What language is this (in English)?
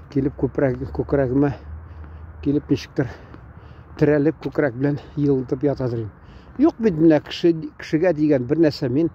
Tatar